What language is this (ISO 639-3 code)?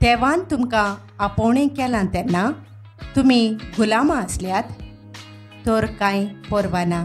kok